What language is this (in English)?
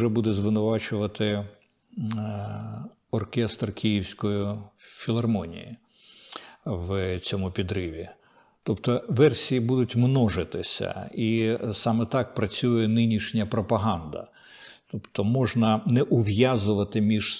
Ukrainian